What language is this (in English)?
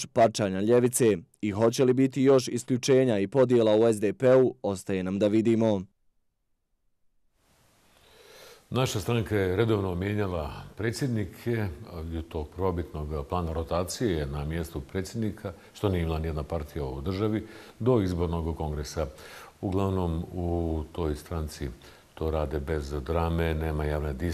Bosnian